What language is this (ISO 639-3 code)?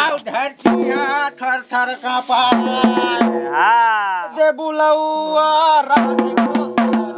hne